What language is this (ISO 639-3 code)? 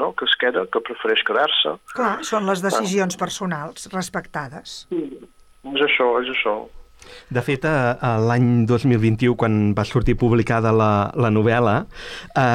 cat